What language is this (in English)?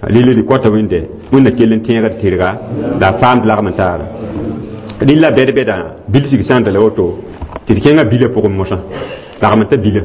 Mossi